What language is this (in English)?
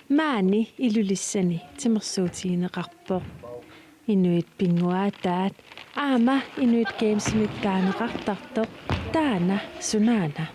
Kalaallisut